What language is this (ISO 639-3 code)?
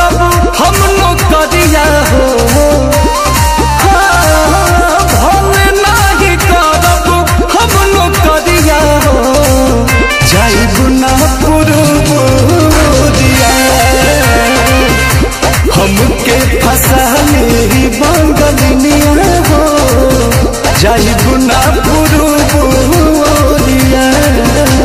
bho